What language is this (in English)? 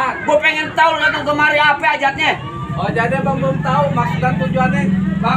Betawi